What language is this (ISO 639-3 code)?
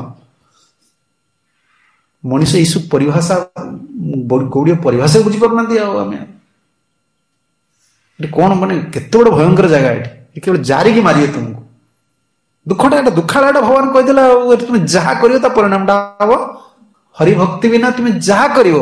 ori